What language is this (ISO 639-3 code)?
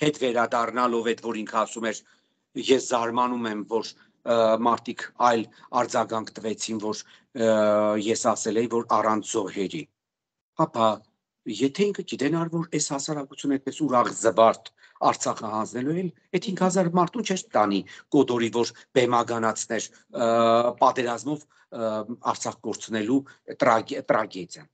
hye